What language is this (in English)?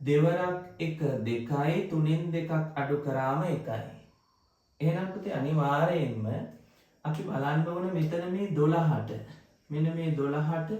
Sinhala